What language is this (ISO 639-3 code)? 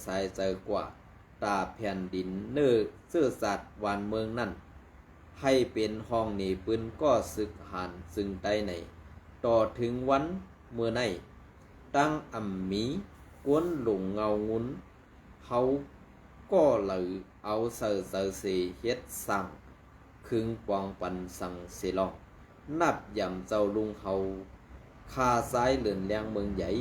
shn